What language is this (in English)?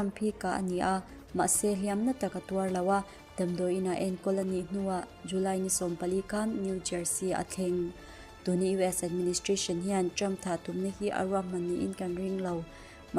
Mizo